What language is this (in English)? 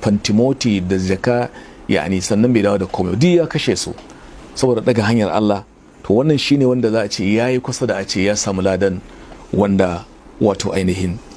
Hausa